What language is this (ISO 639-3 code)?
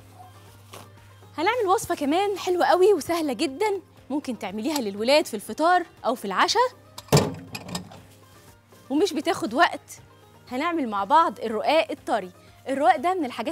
arz